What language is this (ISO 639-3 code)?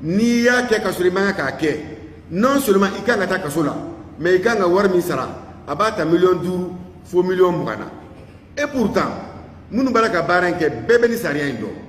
bam